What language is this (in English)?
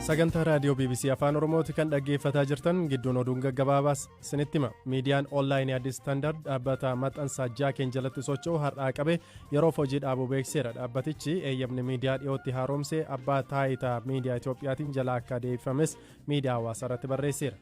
Oromo